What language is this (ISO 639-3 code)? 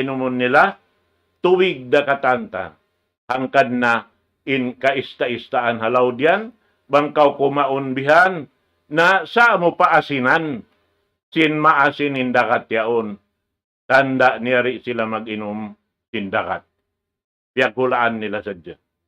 tsg